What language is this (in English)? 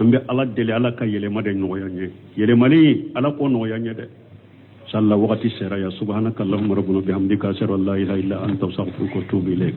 Bambara